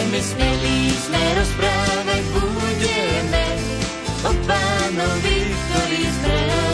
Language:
Slovak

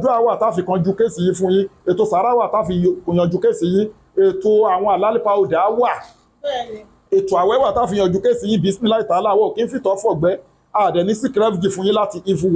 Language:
Yoruba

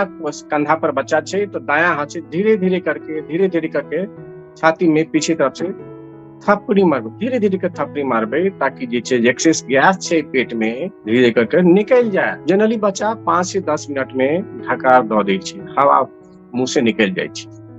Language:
Maithili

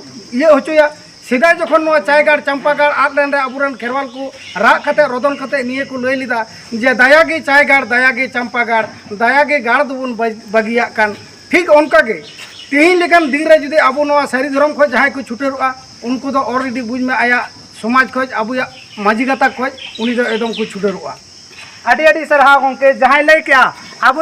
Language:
Santali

